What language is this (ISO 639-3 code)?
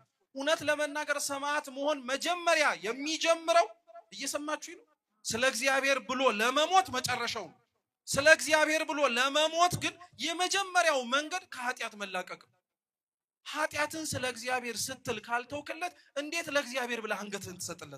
amh